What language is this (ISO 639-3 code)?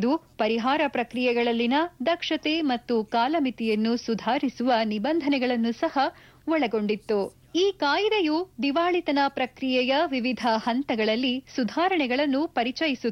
kan